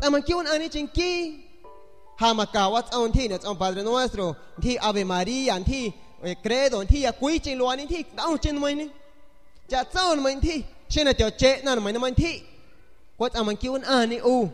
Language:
San Pedro Amuzgos Amuzgo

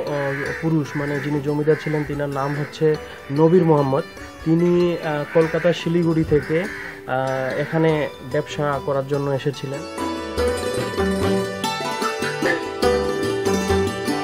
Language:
Bangla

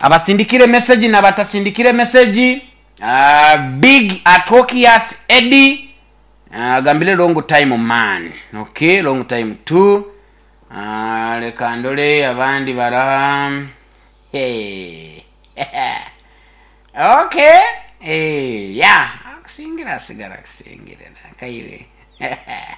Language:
Nyoro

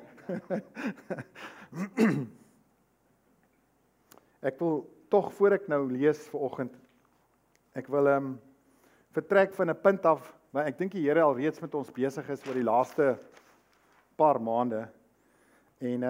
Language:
Afrikaans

